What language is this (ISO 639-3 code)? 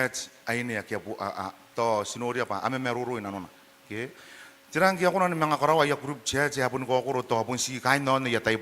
gil